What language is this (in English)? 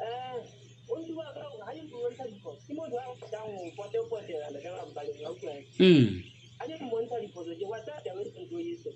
Southern Sotho